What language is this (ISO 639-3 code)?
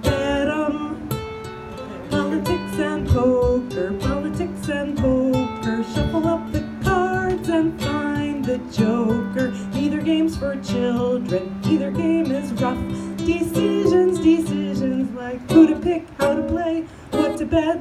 eng